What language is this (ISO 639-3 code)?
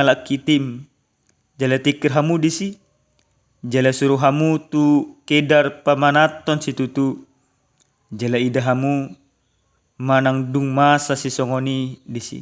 bbc